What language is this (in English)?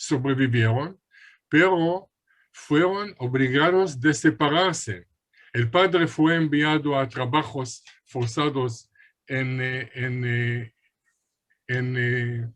Ladino